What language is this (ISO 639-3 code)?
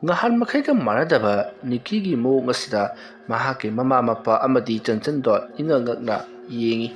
mni